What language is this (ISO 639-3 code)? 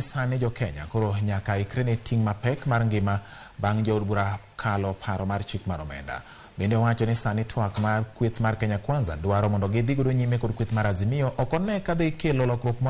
luo